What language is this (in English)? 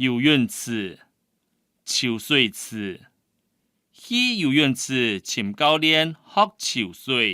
Hakka Chinese